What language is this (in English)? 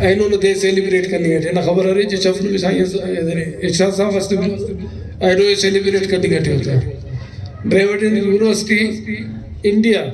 Brahui